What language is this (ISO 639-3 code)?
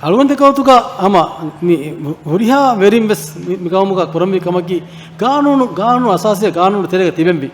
div